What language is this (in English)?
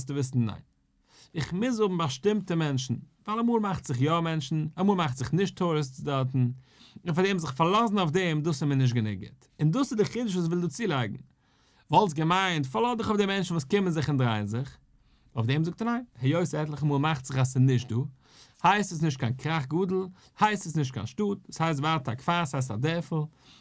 Yiddish